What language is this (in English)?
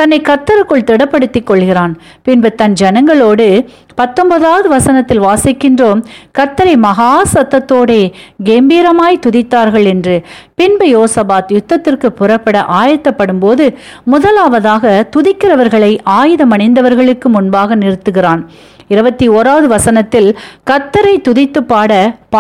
Tamil